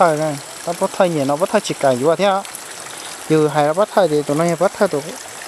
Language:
Hmong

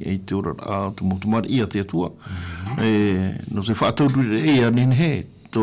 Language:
Tahitian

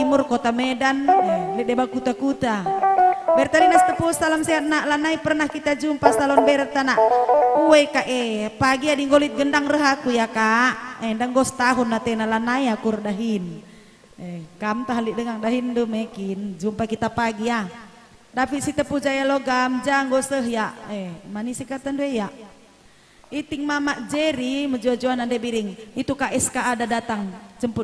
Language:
Batak Karo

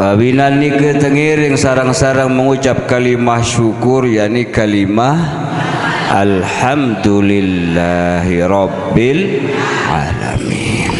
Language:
Sasak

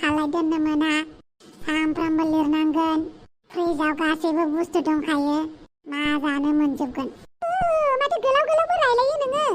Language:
Bodo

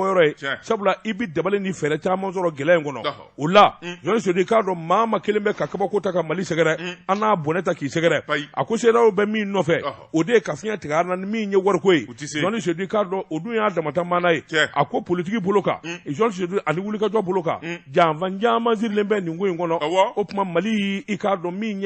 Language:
Bambara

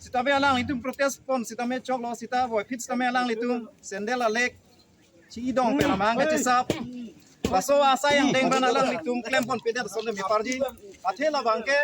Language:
Karbi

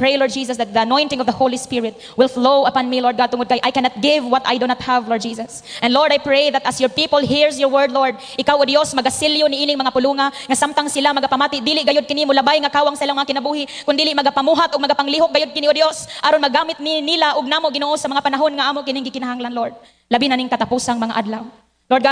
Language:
Cebuano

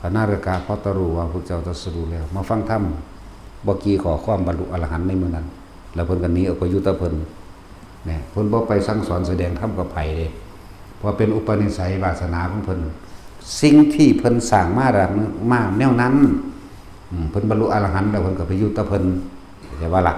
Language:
Northeastern Thai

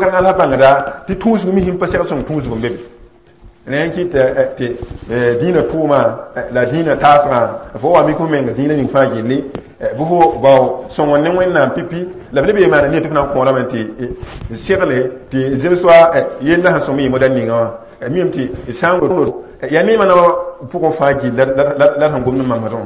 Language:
Mossi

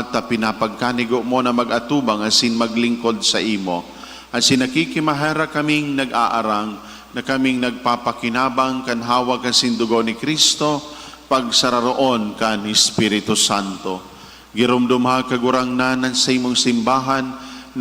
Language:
Bikol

